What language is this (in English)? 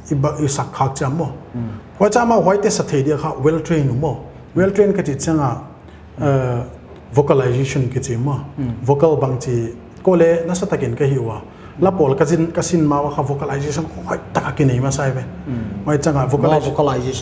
Paite Chin